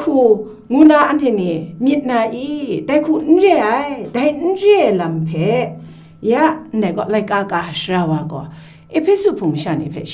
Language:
Kachin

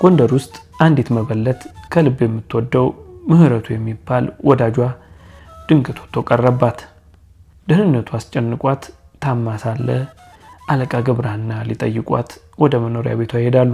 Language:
Amharic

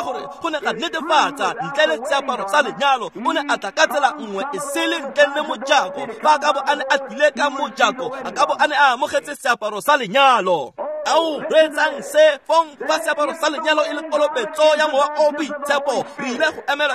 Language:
Tswana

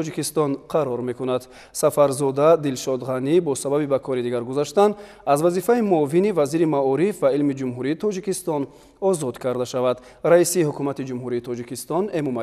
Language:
Tajik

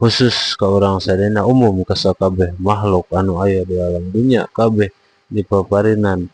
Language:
Sundanese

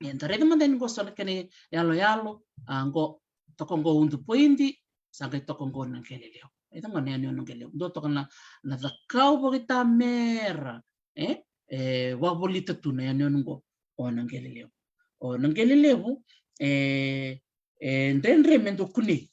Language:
Fijian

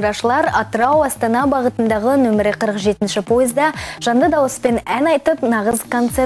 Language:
Kazakh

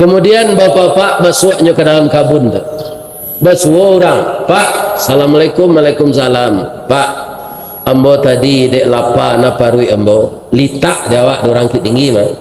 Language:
Minangkabau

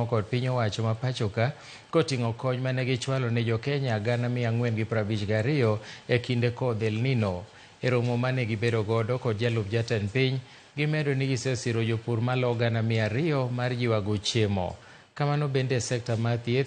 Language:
Luo (Kenya and Tanzania)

